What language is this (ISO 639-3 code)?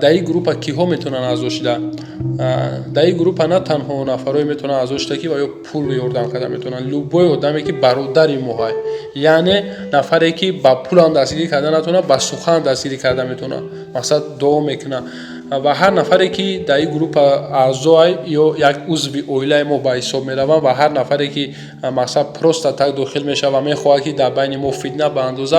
tgk